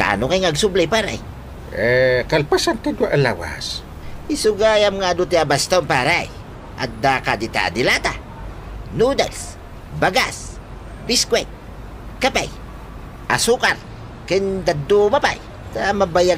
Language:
Iloko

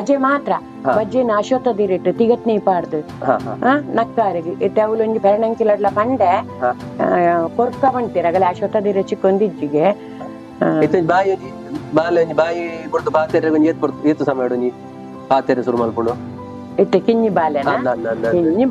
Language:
Tulu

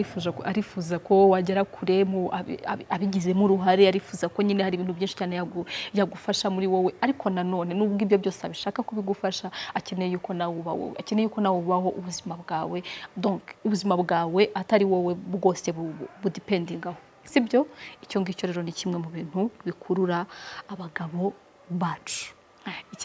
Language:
Kinyarwanda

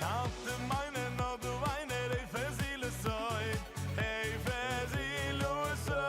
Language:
Yiddish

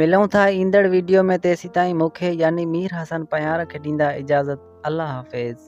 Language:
Sindhi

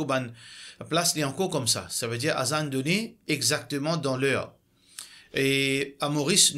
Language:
Morisyen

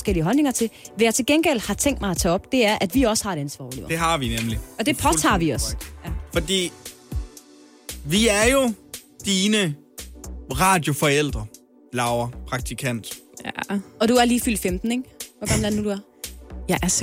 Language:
Danish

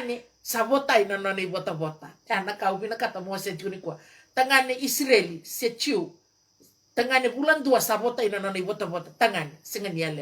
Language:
Fijian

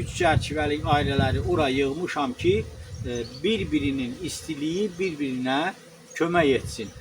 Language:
Azerbaijani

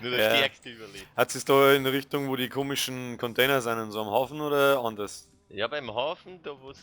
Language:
Bavarian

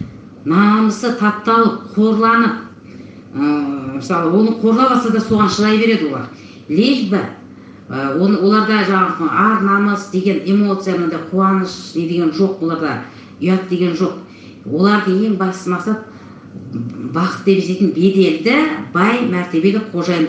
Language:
Kazakh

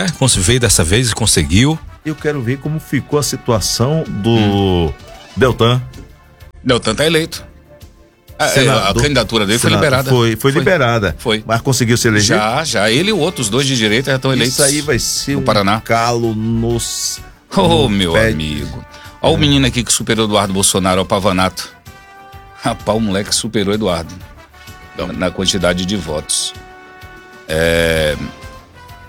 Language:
Portuguese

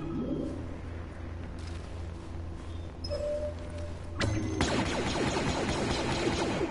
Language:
English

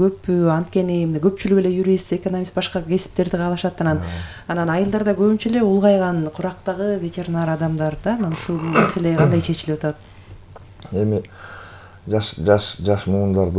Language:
Kyrgyz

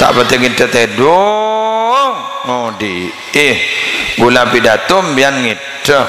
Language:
Madurese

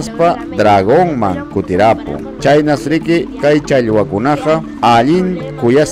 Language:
Ayacucho Quechua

